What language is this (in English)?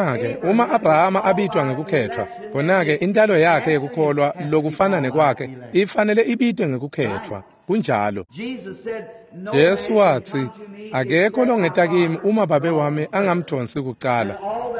Swati